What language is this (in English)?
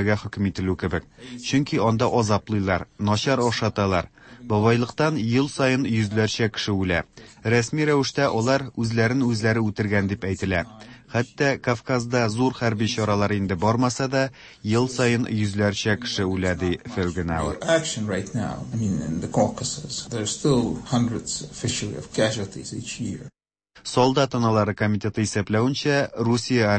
Tatar